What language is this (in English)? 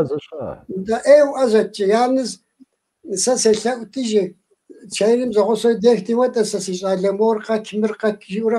Kabardian